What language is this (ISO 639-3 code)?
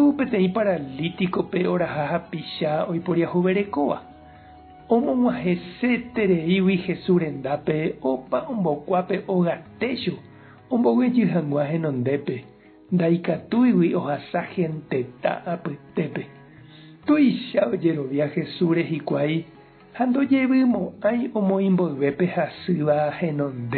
grn